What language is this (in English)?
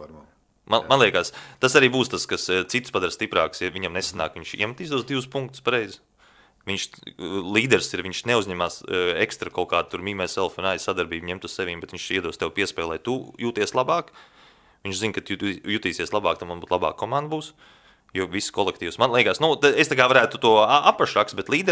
Latvian